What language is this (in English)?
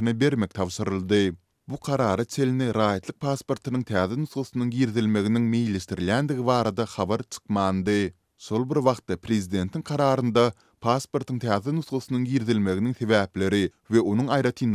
Turkmen